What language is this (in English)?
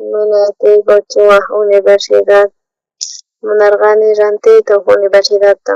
South Bolivian Quechua